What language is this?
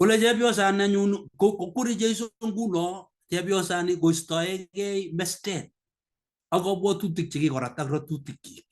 Kalenjin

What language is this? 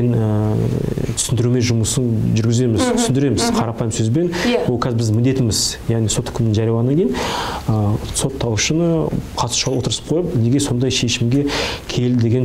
Kazakh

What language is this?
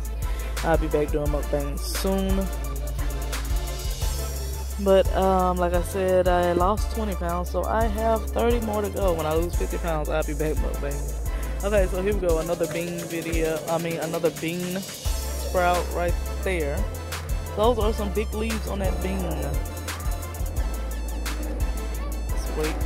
English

